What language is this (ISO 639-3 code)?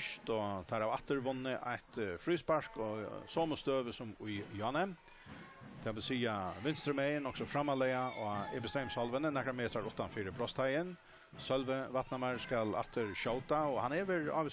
fao